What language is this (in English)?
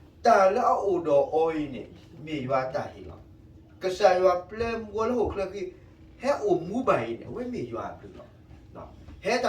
S'gaw Karen